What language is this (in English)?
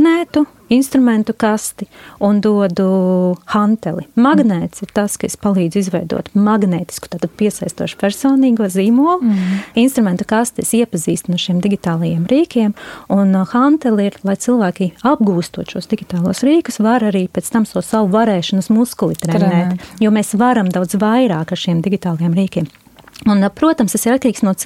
Latvian